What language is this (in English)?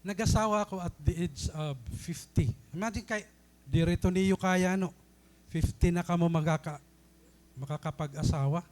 Waray